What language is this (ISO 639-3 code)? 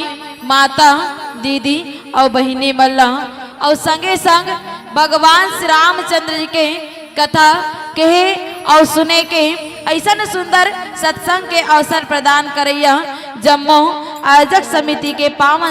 hne